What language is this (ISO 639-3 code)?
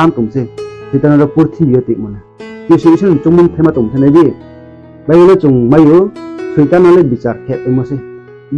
ria